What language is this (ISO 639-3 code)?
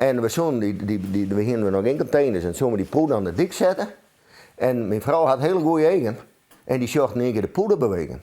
fry